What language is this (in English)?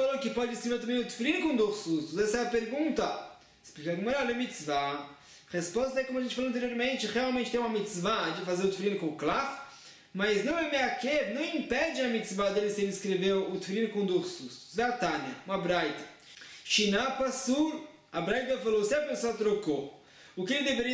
Portuguese